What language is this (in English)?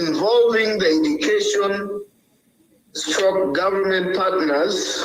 Acoli